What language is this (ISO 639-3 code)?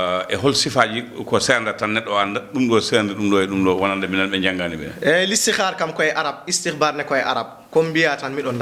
ful